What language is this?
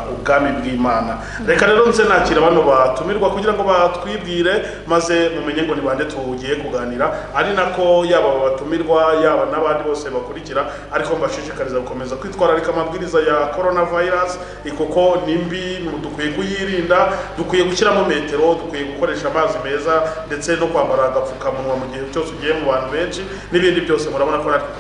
Kinyarwanda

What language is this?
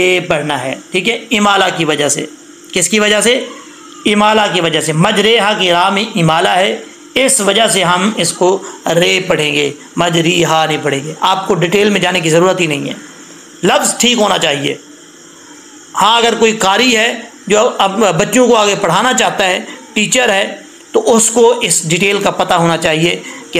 Urdu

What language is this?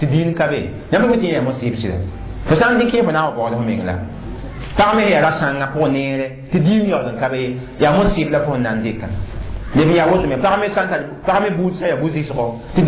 Mossi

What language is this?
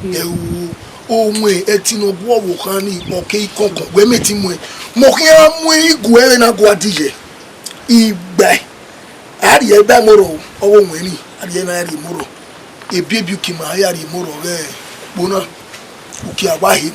Bini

